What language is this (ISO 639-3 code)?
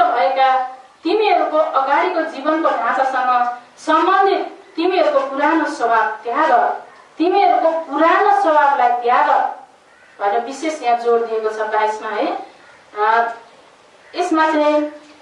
nep